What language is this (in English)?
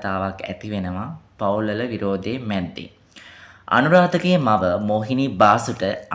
Sinhala